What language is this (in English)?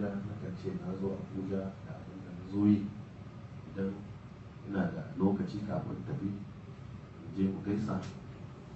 Hausa